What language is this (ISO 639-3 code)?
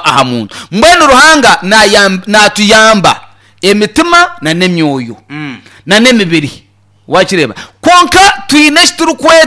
nyn